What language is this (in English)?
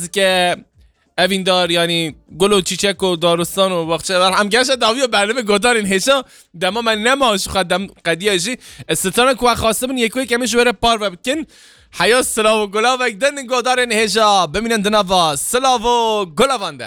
Kurdish